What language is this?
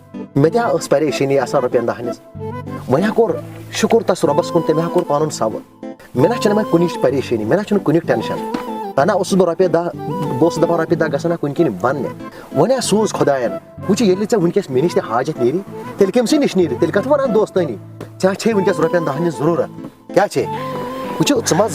Kashmiri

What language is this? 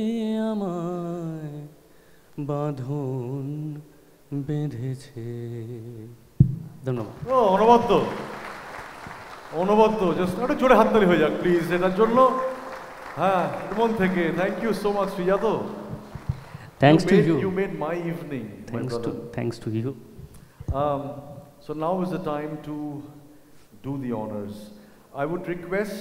Bangla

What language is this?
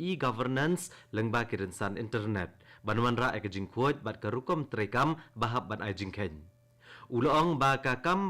Khasi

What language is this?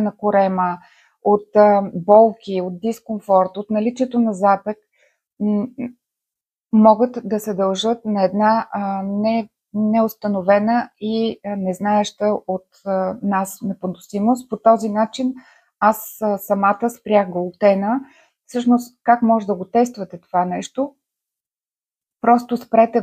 Bulgarian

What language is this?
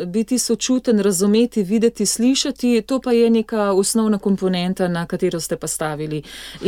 Slovenian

